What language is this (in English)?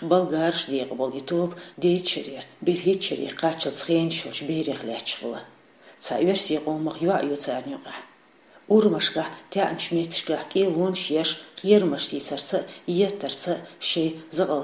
Chechen